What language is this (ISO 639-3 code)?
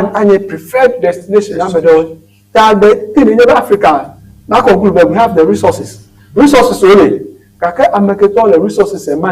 ewe